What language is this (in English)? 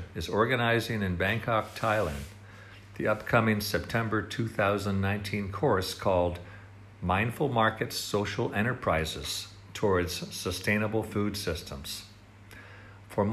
English